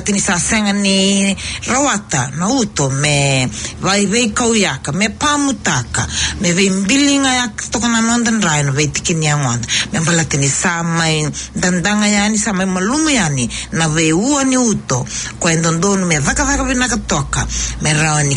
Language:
Fijian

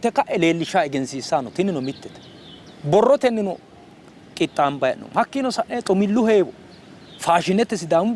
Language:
Sidamo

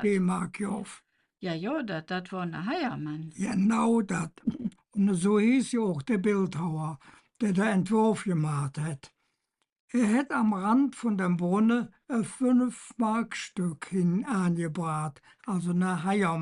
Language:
Colognian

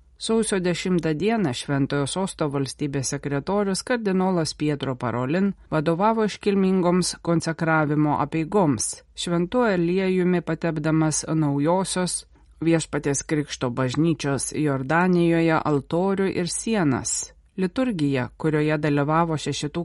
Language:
Lithuanian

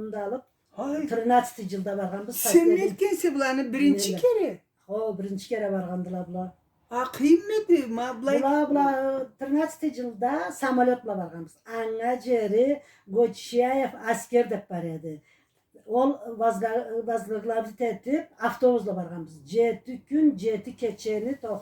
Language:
Karachay-Balkar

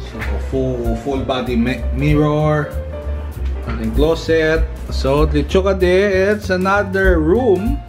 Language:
Hiligaynon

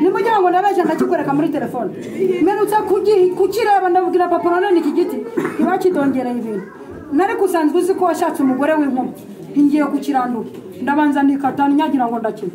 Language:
Kinyarwanda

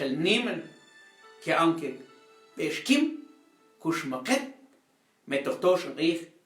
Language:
Mam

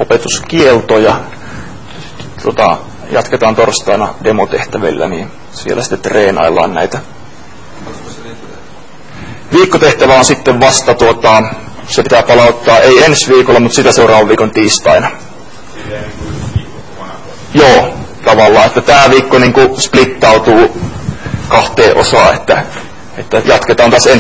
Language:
Finnish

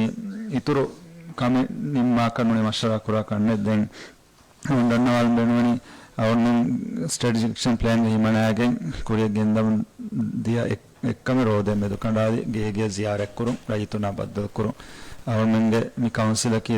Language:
Divehi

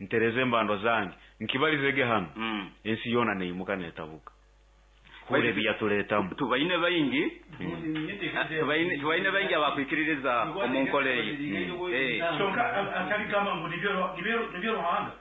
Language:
Nyoro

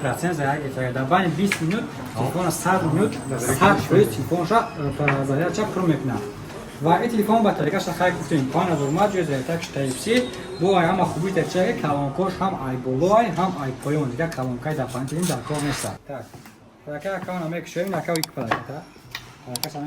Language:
Tajik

